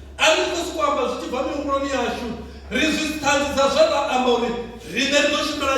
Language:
Venda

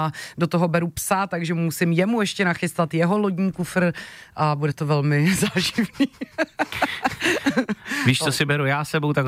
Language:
Czech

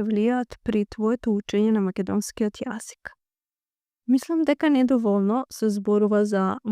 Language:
Macedonian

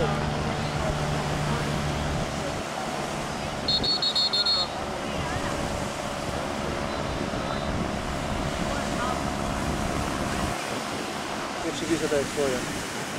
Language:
Polish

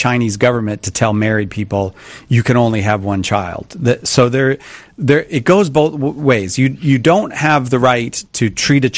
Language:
English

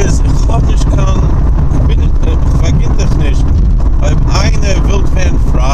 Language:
Yiddish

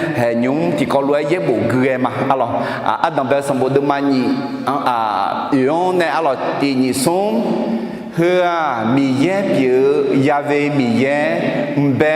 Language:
Akha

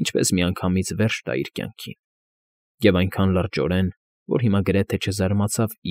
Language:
Armenian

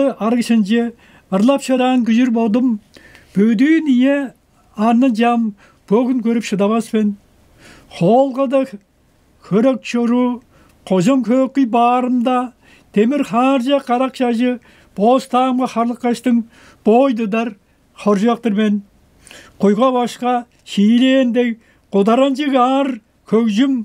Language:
Tuvinian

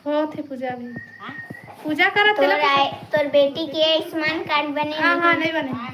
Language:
Chhattisgarhi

